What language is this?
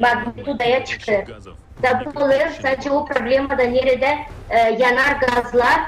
Gagauz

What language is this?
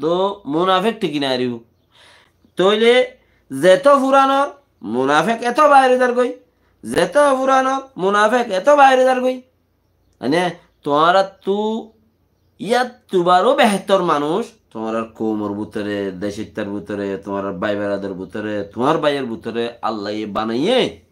Rohingya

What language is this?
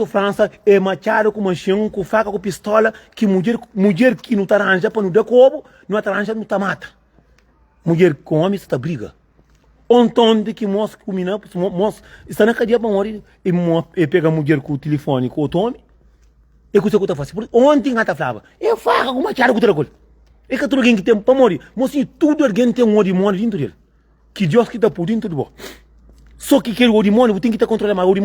Kabuverdianu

